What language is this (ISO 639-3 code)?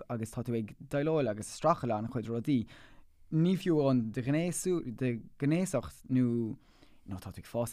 gle